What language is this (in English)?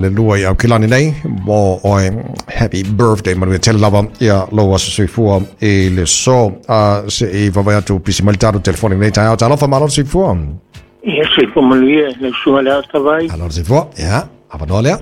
Samoan